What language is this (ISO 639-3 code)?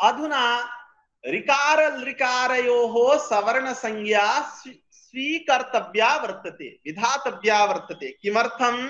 san